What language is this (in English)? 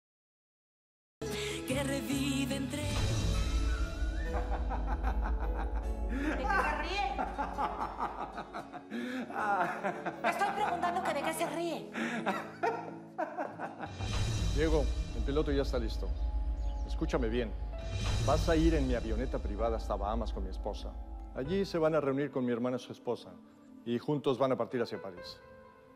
Spanish